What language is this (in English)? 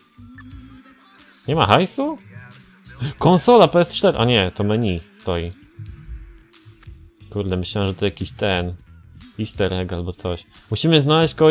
Polish